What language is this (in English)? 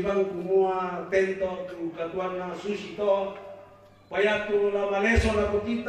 Toraja-Sa'dan